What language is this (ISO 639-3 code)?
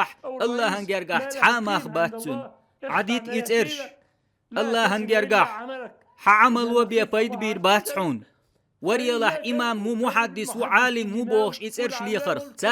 che